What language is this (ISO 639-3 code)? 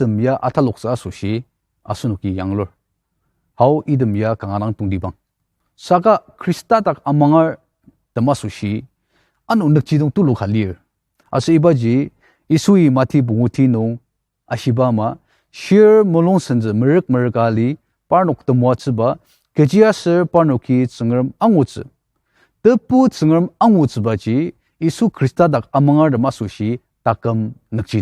njo